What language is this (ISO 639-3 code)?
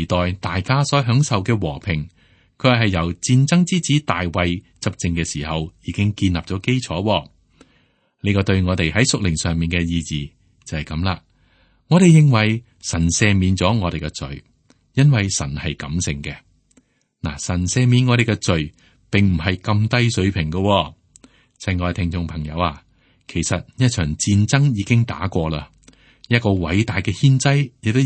yue